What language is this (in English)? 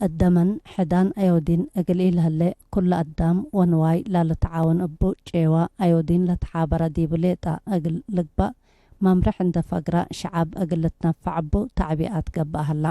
Tigre